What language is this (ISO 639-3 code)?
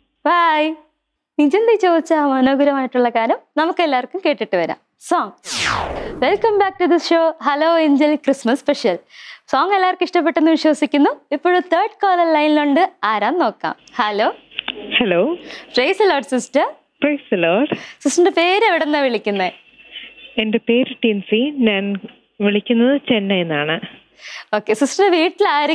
mal